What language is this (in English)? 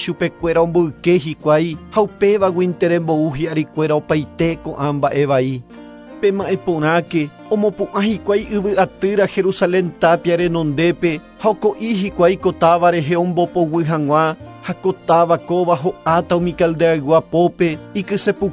Guarani